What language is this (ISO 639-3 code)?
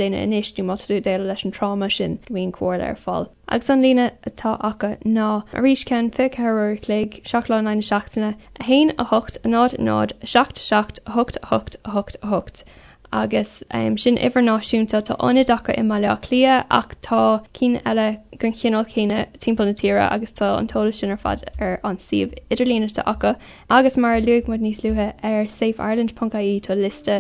gle